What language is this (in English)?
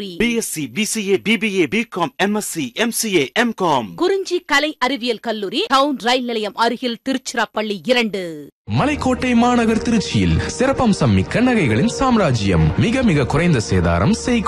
Tamil